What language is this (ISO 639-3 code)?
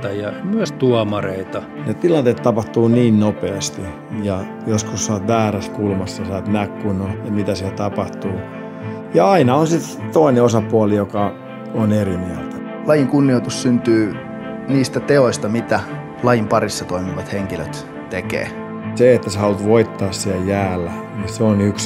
fin